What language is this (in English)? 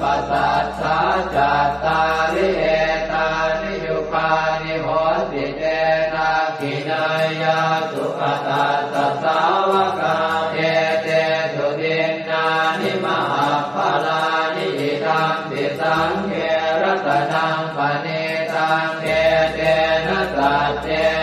Pali